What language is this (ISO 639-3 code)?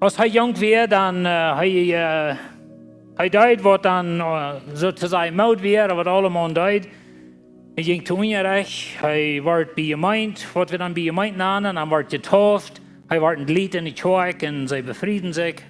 pdt